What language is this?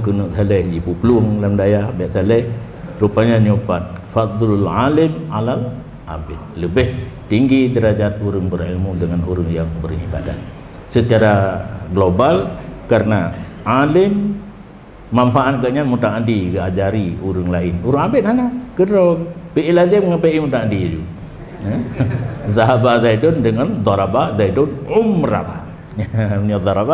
Achinese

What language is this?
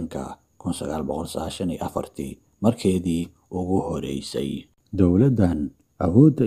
Somali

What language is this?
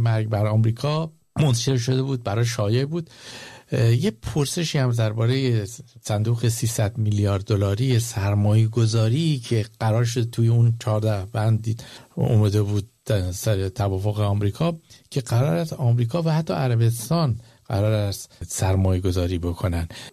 Persian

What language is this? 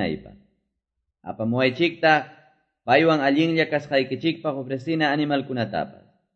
Quechua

